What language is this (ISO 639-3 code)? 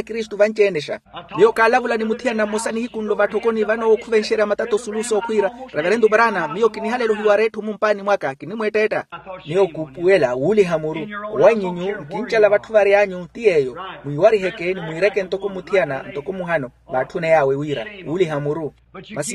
vmw